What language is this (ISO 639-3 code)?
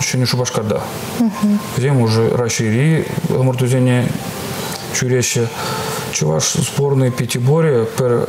chv